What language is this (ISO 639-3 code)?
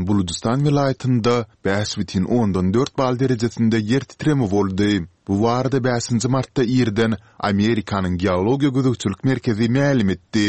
tuk